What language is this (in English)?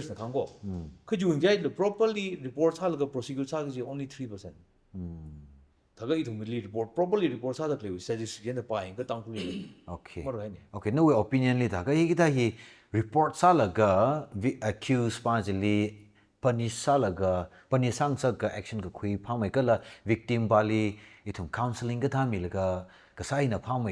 Tangkhul Naga (India)